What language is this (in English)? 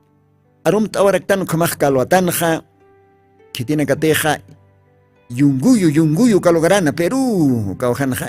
Aymara